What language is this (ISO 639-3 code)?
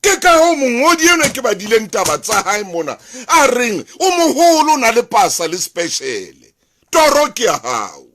sot